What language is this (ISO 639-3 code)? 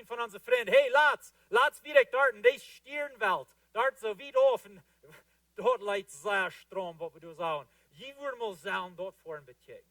pdt